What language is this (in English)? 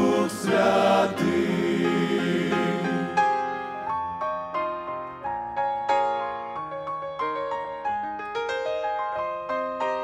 Ukrainian